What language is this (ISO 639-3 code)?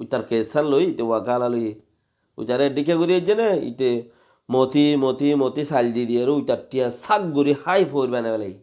rhg